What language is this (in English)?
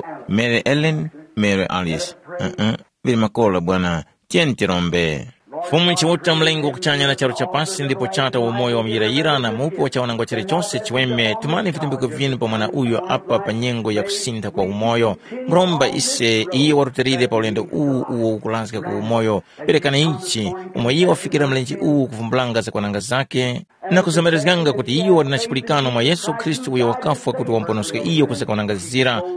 Tumbuka